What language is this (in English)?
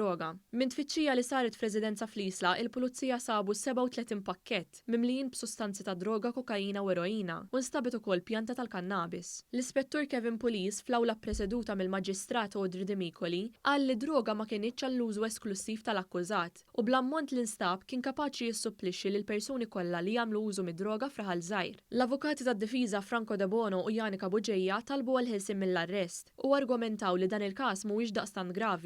Maltese